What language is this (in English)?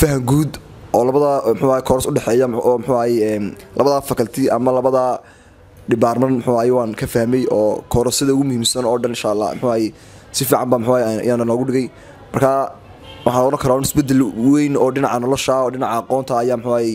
Somali